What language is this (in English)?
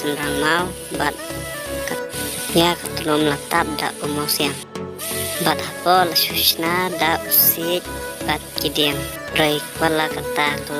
Khasi